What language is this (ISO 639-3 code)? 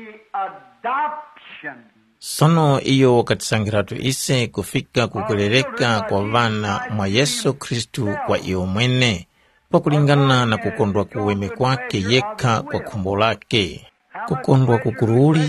tum